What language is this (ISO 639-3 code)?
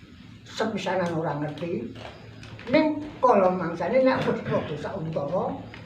jav